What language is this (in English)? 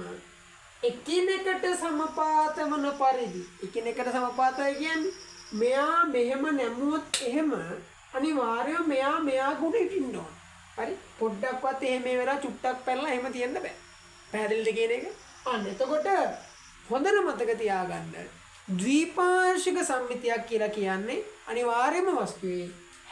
Sinhala